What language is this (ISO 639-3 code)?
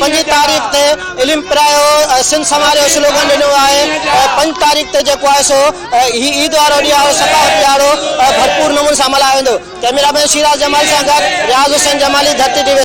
snd